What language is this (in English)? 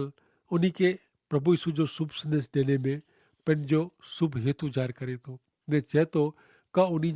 Kachhi